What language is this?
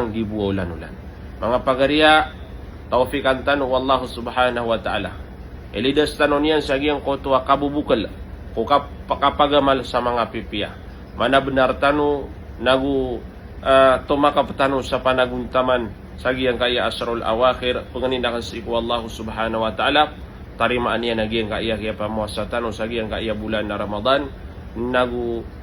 Maranao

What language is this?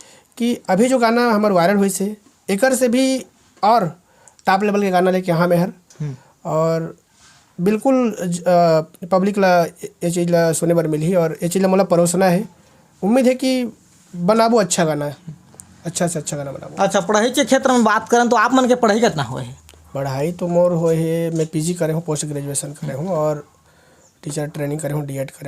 Chhattisgarhi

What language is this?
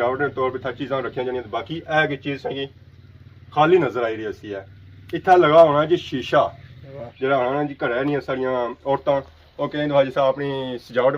Pahari-Potwari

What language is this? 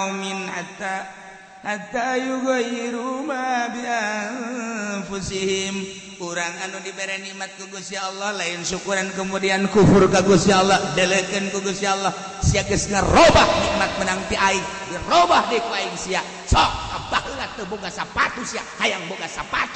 Sundanese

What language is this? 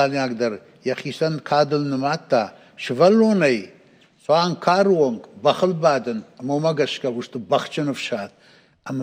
Ossetic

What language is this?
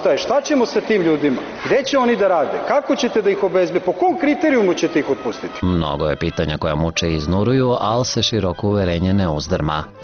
Serbian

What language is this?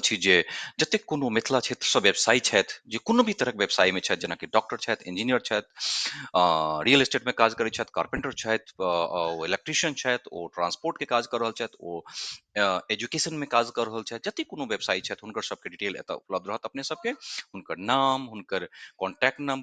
Maithili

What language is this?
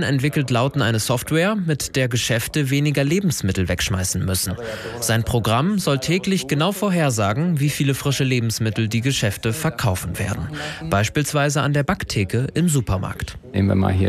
German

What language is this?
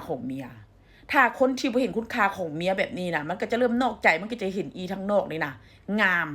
Lao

